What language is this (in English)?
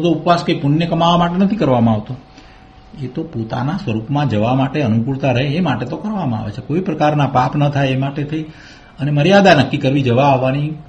Gujarati